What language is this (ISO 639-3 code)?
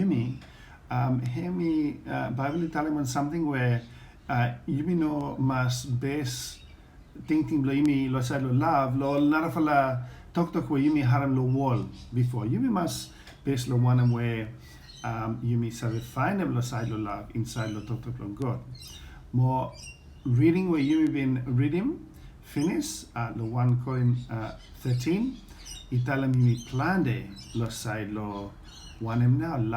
bis